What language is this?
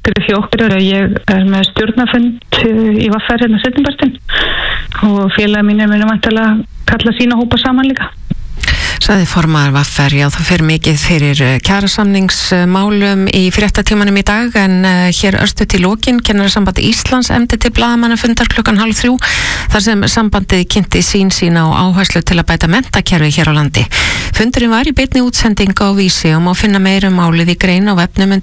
Icelandic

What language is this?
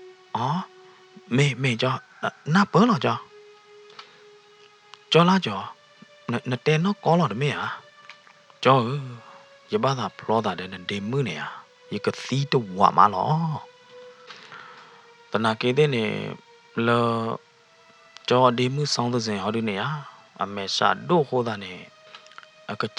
S'gaw Karen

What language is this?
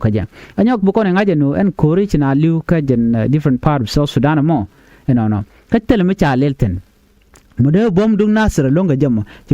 Nuer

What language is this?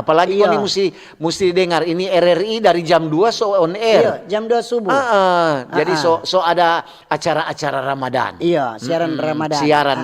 Manado Malay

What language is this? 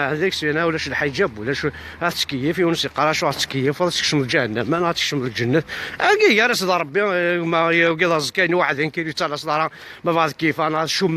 Kabyle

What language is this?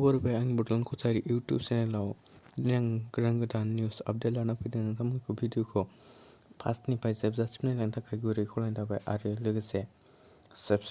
Bodo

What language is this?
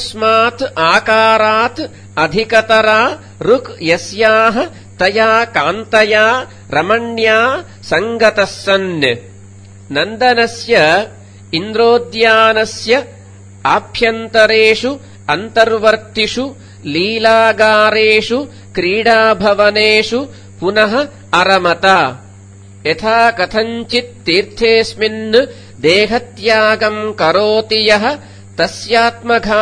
Sanskrit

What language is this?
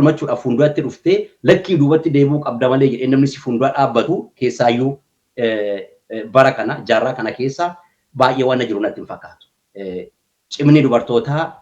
Oromo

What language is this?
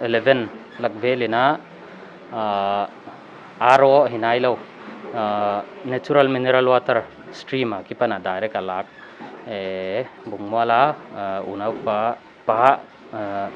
Paite Chin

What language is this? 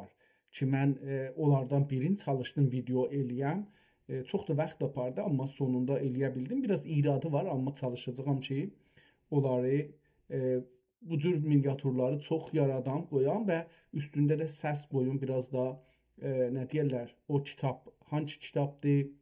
South Azerbaijani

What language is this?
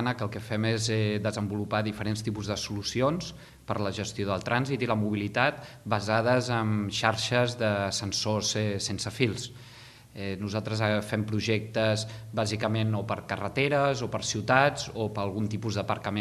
Catalan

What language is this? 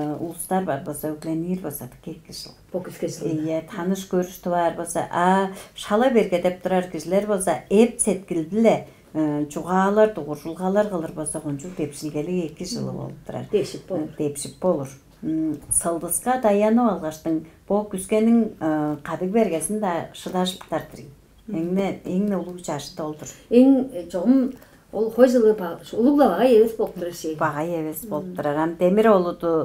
Tuvinian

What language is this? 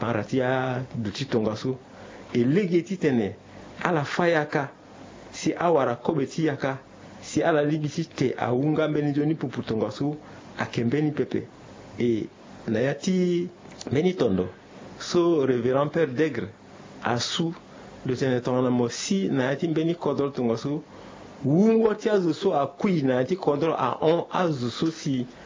Sango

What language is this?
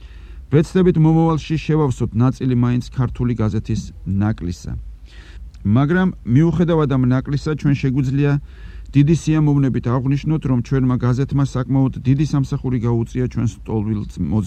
Georgian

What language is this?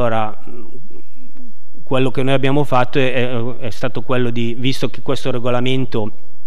Italian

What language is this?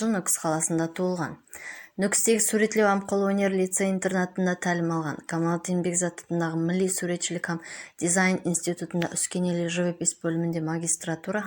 Kara-Kalpak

